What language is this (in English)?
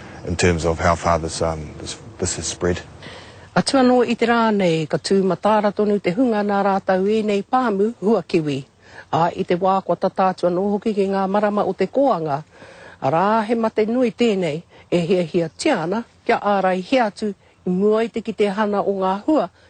Māori